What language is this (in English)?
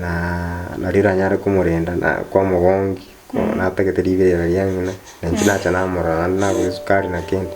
Gusii